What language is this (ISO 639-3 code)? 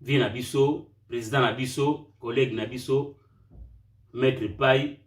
lin